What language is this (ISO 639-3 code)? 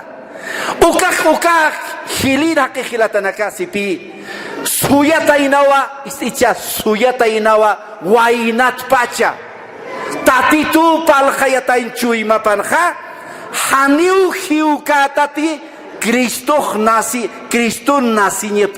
aym